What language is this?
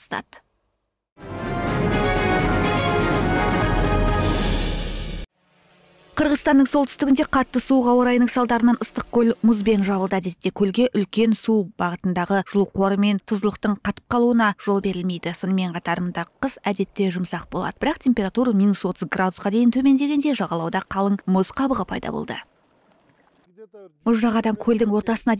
Kazakh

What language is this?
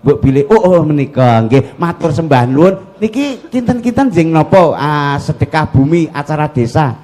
Javanese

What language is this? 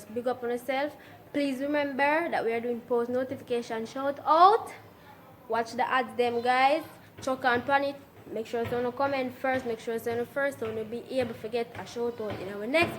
Jamaican Creole English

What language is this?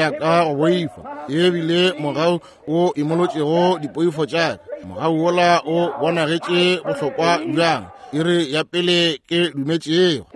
Northern Sotho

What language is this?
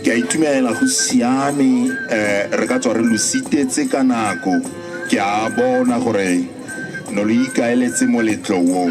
Tswana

